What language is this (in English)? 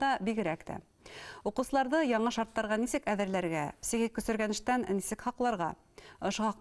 Bashkir